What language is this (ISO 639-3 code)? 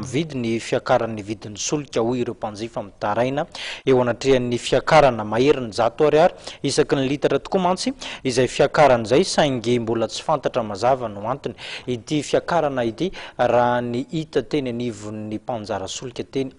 mlg